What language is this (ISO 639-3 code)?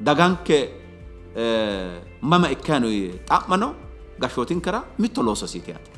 sid